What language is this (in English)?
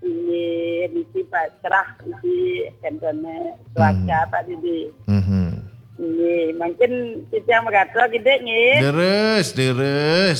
Balinese